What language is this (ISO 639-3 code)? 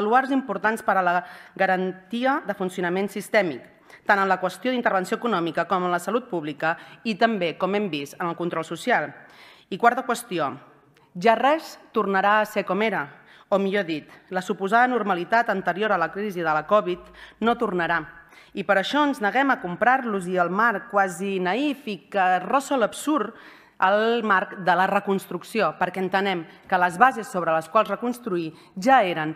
cat